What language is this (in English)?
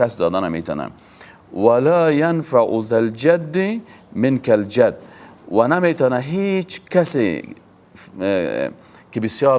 Persian